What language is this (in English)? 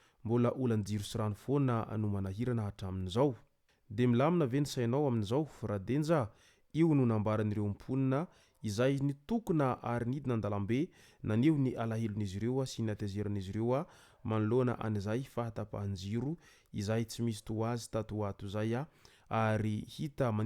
Malagasy